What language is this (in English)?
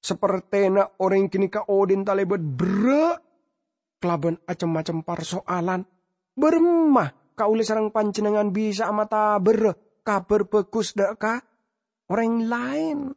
Madurese